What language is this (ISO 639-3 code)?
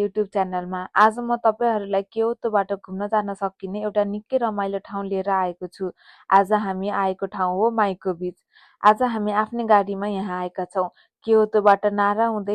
nep